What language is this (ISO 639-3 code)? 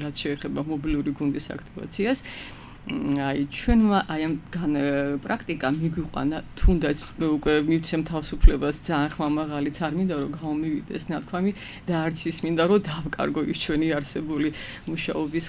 kat